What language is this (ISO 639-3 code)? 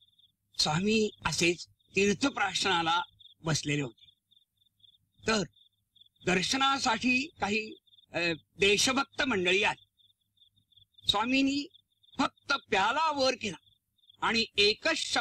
mar